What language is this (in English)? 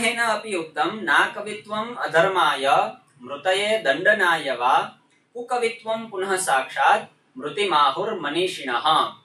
Sanskrit